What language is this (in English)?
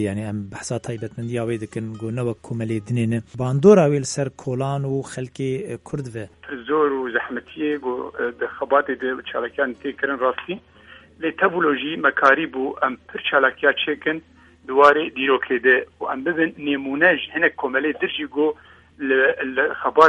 Kurdish